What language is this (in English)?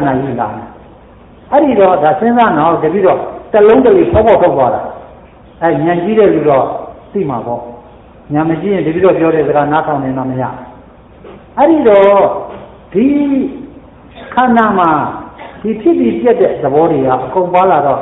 Burmese